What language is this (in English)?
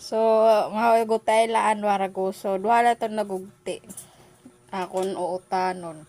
Waray